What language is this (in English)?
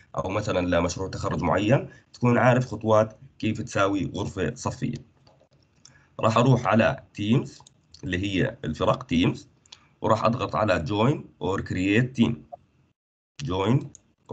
South Levantine Arabic